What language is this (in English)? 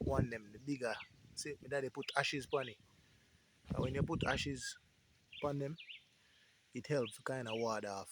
Jamaican Creole English